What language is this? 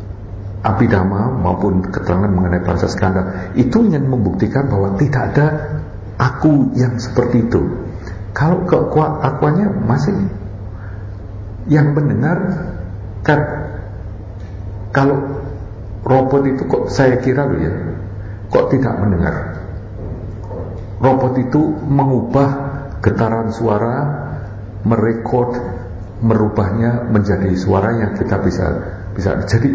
Indonesian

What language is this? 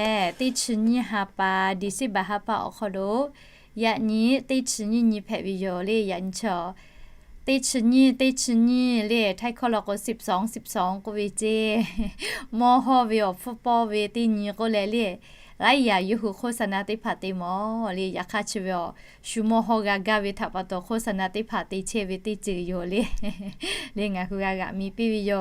Lahu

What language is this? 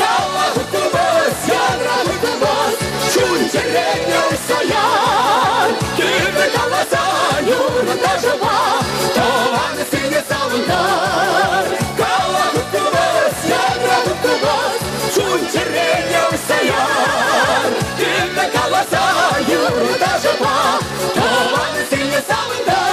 Chuvash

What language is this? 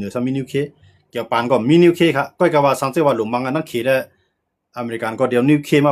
Shan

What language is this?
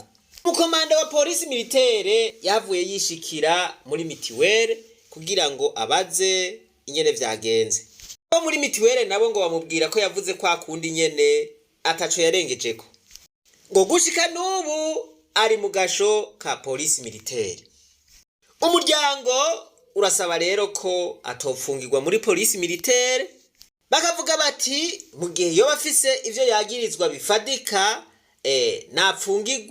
Rundi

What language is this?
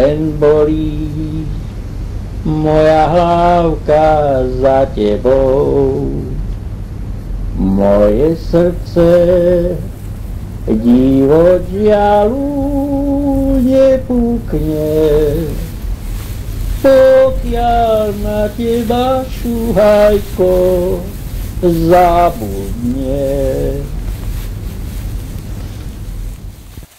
Slovak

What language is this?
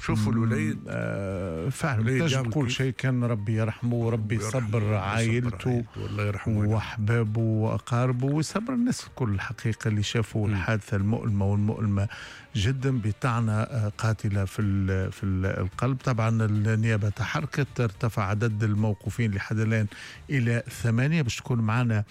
Tunisian Arabic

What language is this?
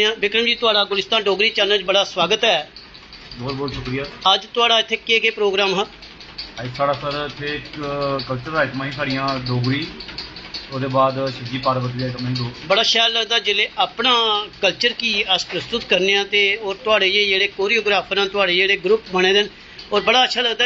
Dogri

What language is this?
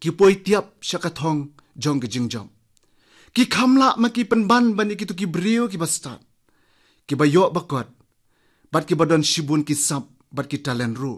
Khasi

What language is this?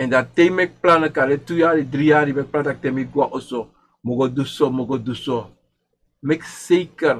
Sranan Tongo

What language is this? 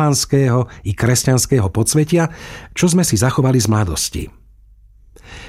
Slovak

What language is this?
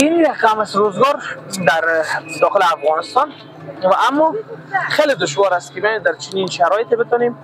Persian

